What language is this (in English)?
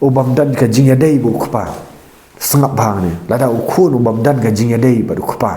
Khasi